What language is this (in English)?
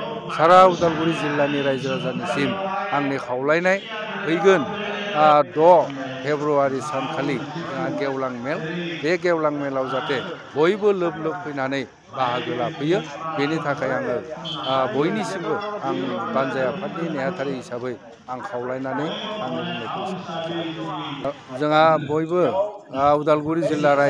Bodo